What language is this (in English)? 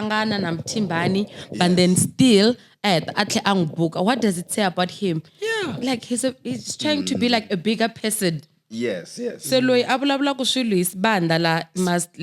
Tsonga